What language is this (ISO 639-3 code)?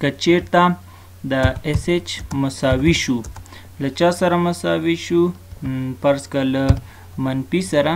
pus